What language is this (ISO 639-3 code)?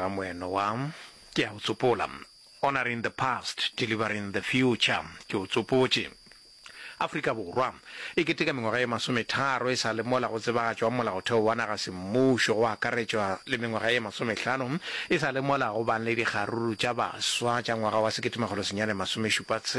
nso